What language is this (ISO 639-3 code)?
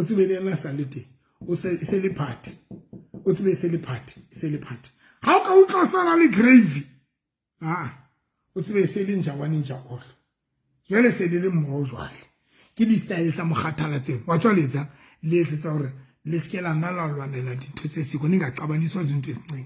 sot